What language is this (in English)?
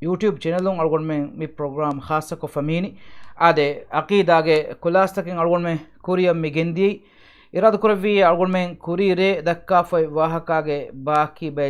Divehi